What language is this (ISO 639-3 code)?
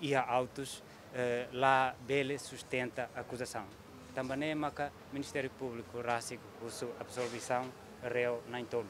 tet